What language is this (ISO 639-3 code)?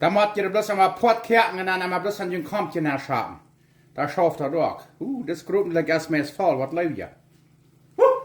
pdt